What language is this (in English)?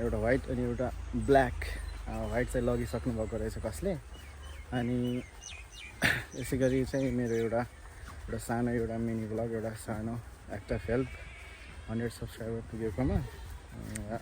Nepali